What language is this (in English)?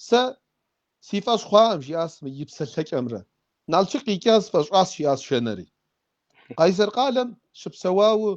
Kabardian